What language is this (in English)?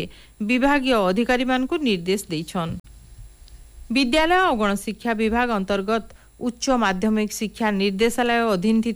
Odia